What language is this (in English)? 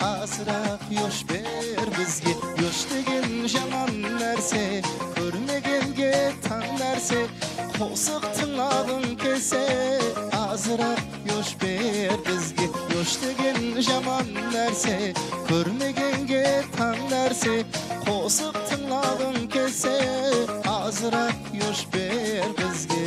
Kara-Kalpak